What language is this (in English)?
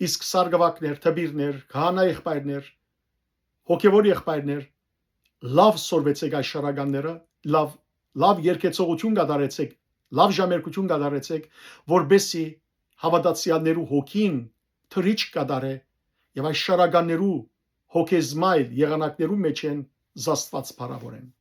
Western Armenian